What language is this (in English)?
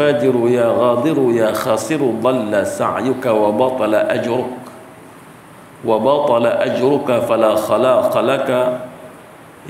Malay